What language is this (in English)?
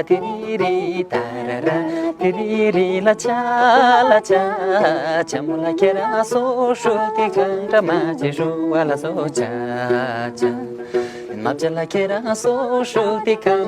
Tibetan